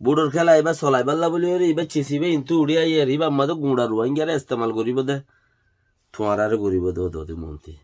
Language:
Rohingya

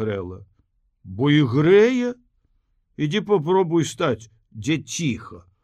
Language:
Belarusian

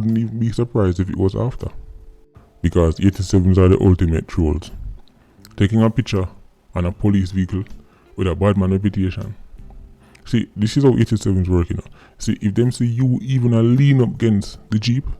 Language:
Jamaican Creole English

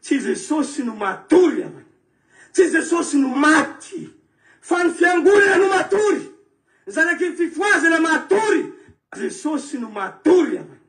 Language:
Malagasy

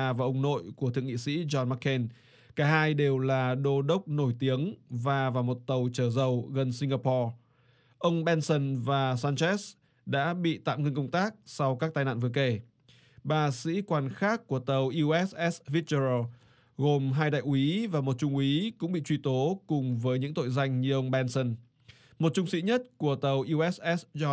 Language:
Vietnamese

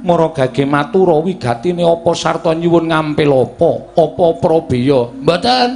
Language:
Javanese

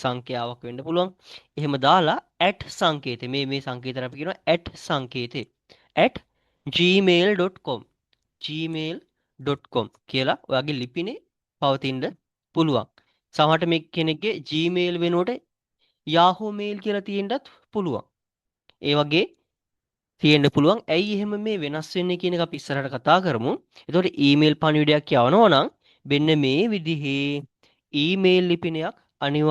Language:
Sinhala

